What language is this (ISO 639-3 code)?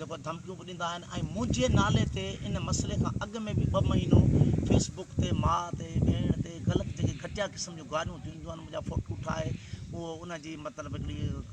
snd